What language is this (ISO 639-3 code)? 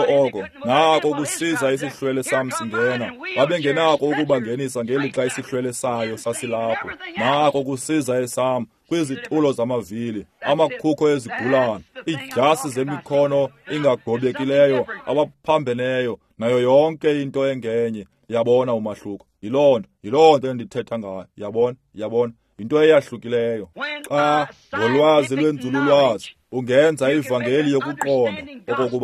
xho